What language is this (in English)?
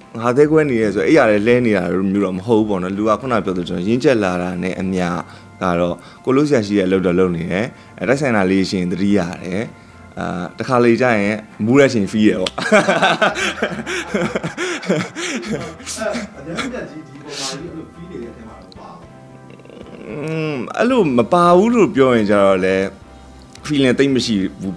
Burmese